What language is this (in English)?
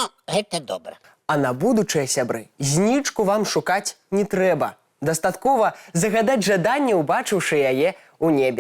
Belarusian